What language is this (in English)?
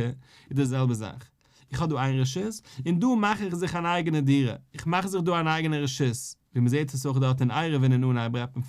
Yiddish